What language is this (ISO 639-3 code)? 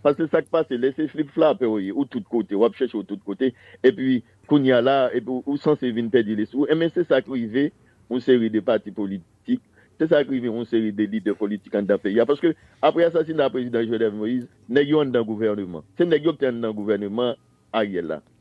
hat